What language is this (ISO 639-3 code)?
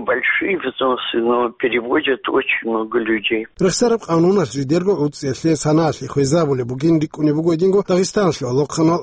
ava